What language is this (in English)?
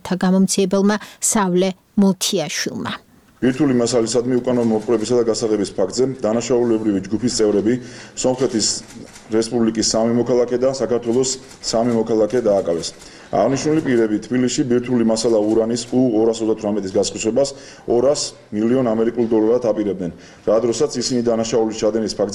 Georgian